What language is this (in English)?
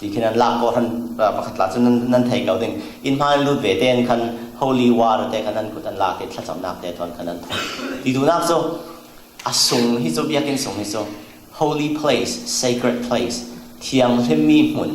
Falam Chin